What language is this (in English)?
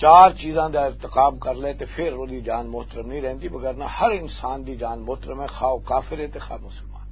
Western Panjabi